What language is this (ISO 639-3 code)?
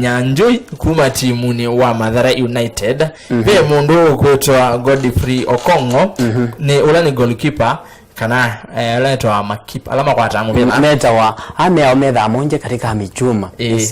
kam